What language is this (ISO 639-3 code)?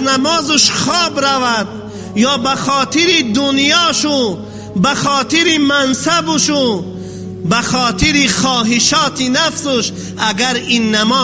tgk